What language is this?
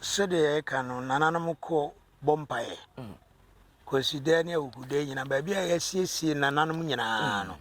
Akan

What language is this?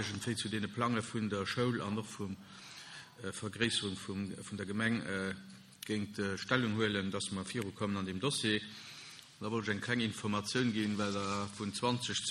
Luxembourgish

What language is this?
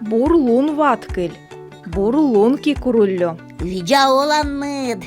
Komi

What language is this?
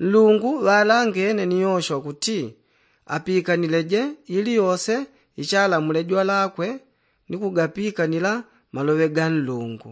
Yao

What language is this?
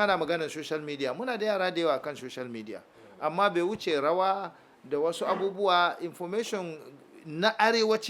Hausa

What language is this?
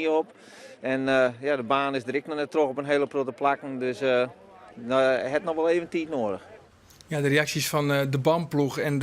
Western Frisian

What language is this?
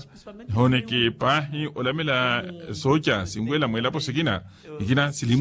Makhuwa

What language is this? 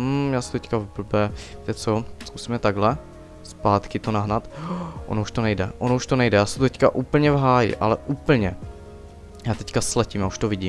Czech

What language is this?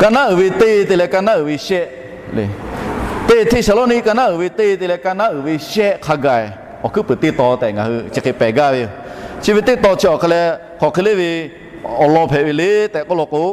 Lahu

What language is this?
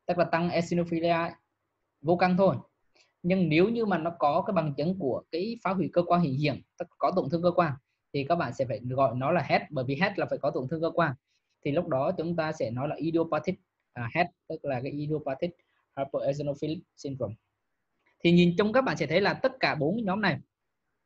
Vietnamese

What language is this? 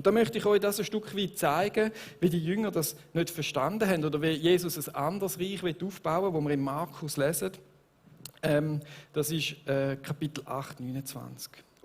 Swiss German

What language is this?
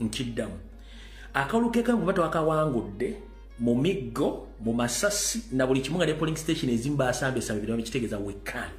Ganda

